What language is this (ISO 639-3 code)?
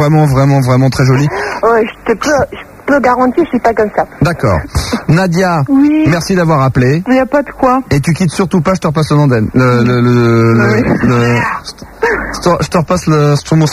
fra